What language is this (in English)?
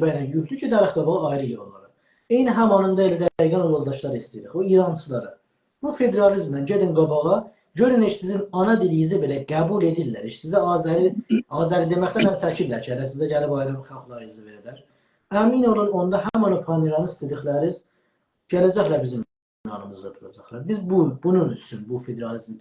South Azerbaijani